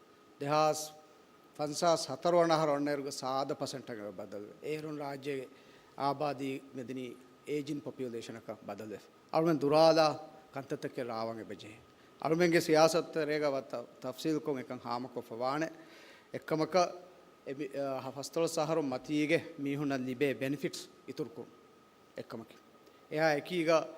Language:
Divehi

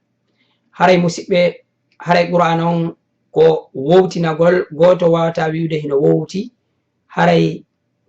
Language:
Fula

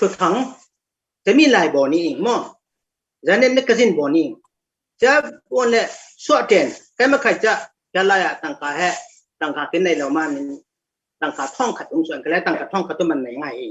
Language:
Falam Chin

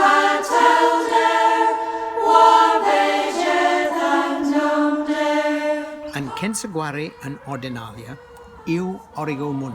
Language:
Cornish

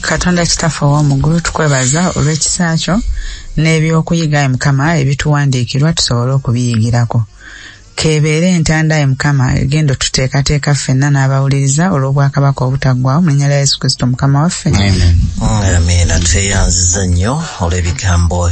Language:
Ganda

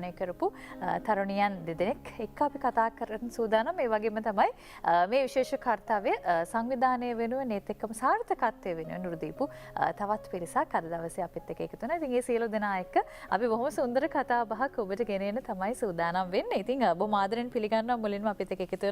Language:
Sinhala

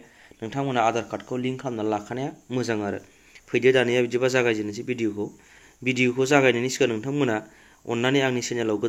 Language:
Bodo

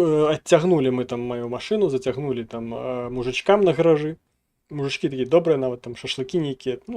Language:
Belarusian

